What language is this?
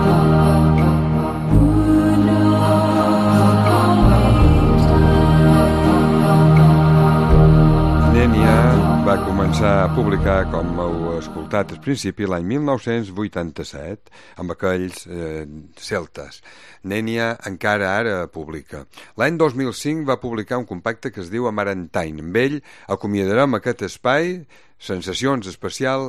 Catalan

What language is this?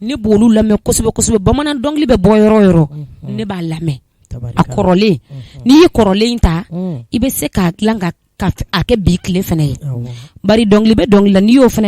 Bambara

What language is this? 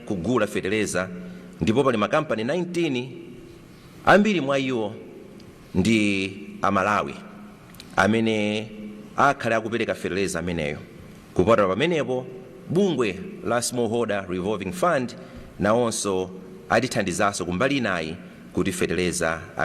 Nyanja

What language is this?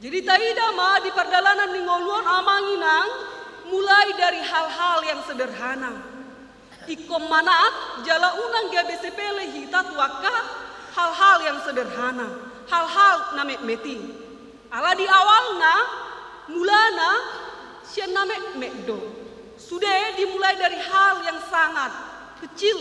Batak Toba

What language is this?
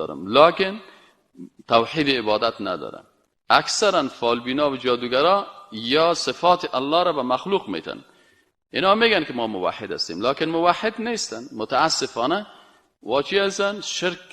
Persian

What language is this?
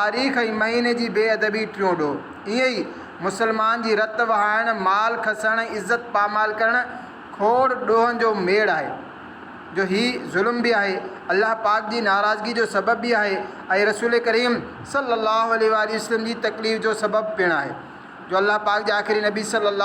Sindhi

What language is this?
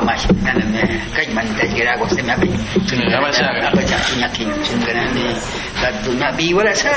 Awa-Cuaiquer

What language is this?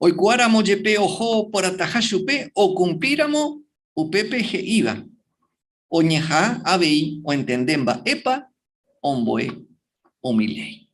Guarani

